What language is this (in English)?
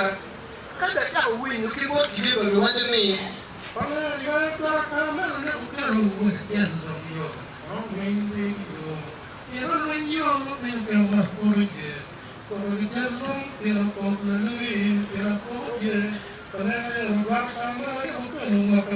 Acoli